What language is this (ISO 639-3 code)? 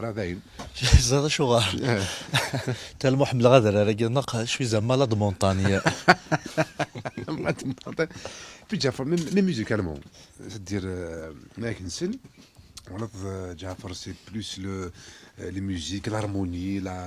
kab